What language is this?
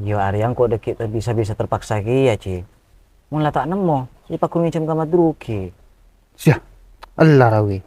Madurese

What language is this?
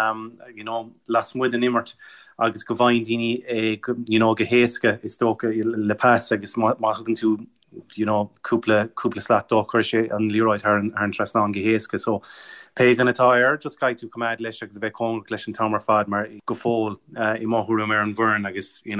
Irish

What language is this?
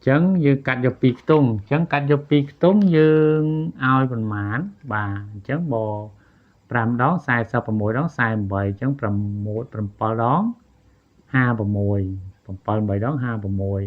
Khmer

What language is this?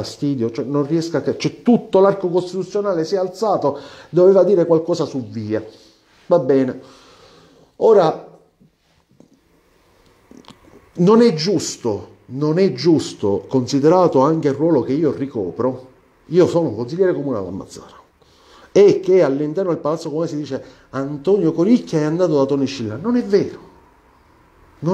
Italian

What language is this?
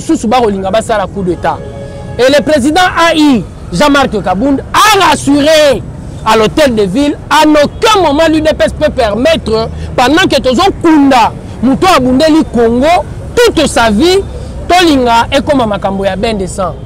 Lingala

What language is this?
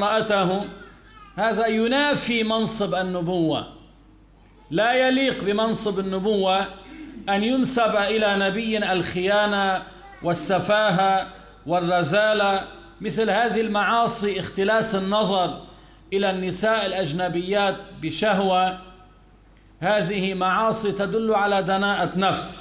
Arabic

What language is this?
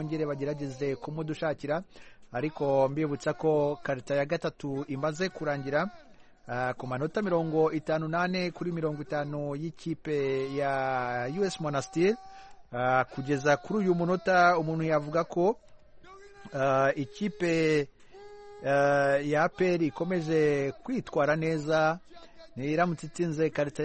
Kinyarwanda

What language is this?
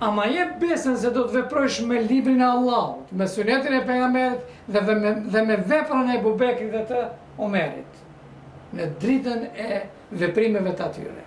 Albanian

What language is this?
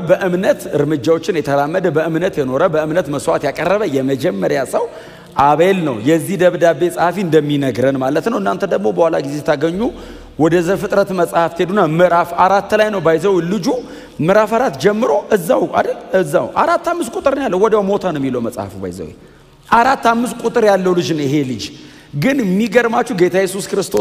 Amharic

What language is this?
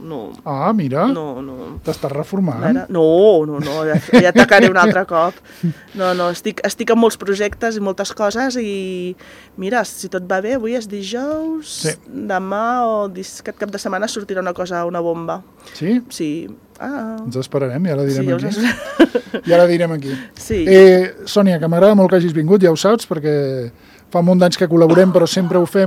Catalan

